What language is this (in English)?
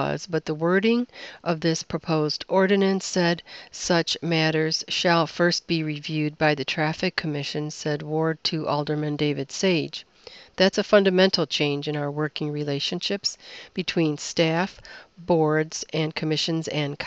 English